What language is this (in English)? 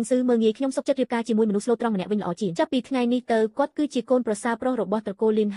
Khmer